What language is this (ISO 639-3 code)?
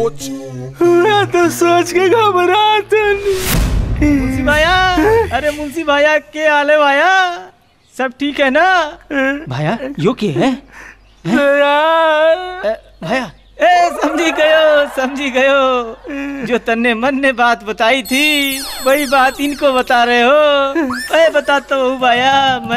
bho